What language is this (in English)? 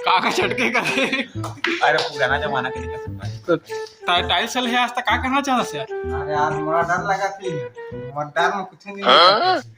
Chhattisgarhi